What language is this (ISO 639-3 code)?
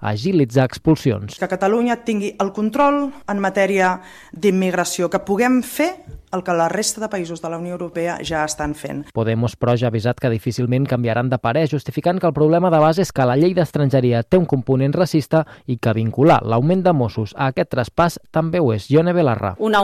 cat